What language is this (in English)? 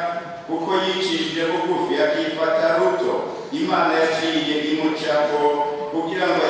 Rundi